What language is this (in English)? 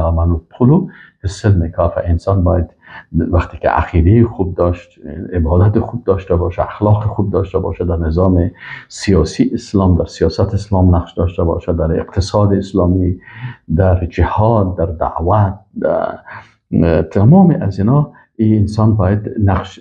Persian